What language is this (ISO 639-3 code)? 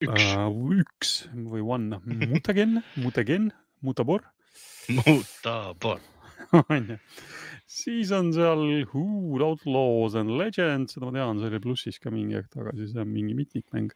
est